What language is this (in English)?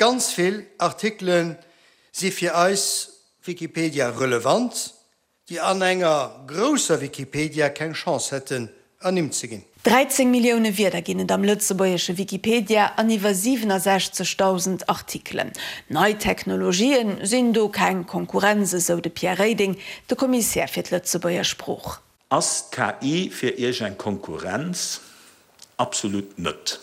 Luxembourgish